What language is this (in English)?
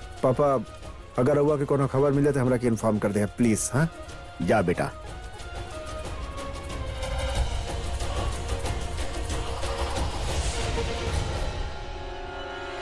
Bhojpuri